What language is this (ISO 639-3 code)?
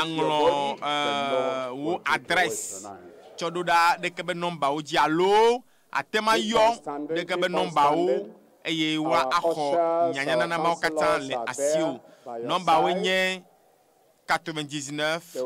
ewe